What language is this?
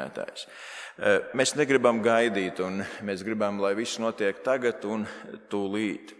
Latvian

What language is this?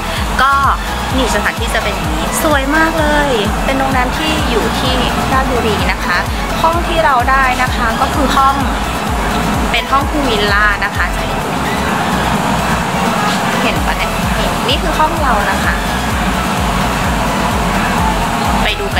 Thai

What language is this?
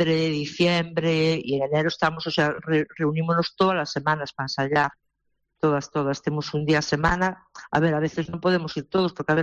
Galician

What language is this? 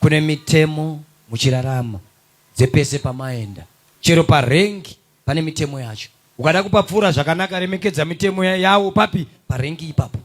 Shona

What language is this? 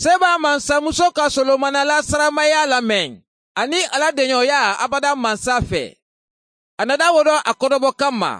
Mandingo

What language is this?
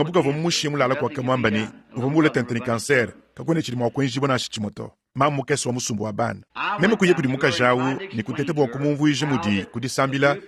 Luba-Lulua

